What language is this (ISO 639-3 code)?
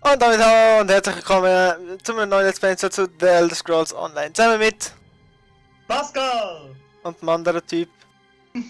gsw